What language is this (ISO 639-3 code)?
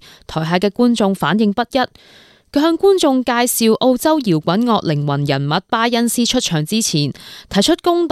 yue